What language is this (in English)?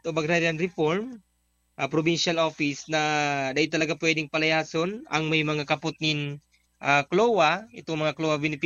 Bikol